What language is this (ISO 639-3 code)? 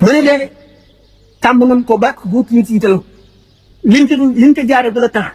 wol